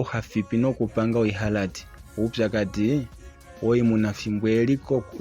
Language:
Kuanyama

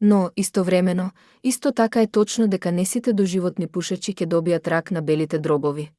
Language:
Macedonian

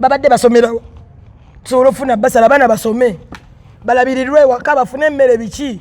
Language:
Ganda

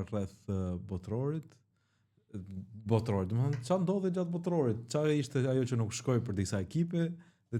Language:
Albanian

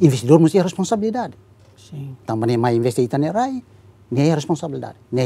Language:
Tetum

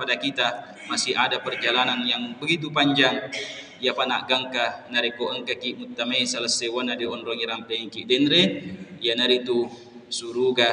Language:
Buginese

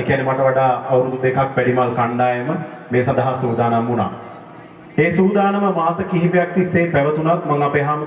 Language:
Sinhala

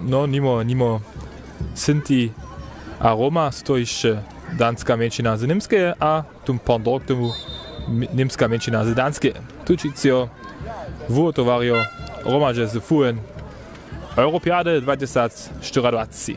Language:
Upper Sorbian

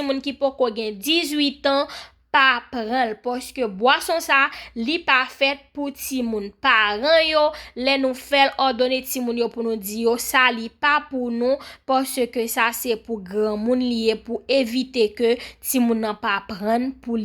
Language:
Haitian Creole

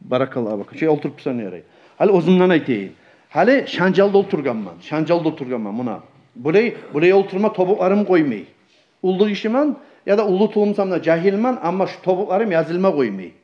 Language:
Kumyk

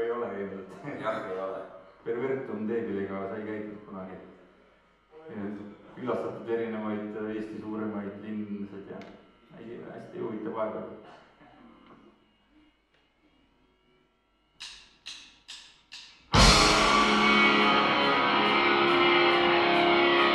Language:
Estonian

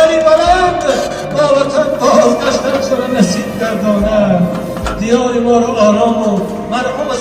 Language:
Tajik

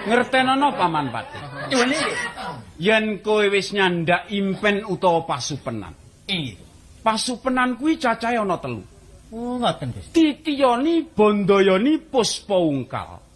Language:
Javanese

